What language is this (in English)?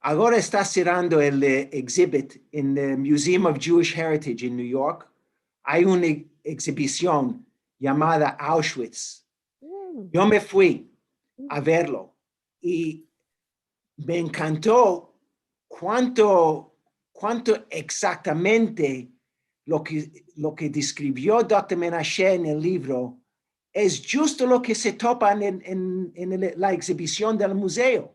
Ladino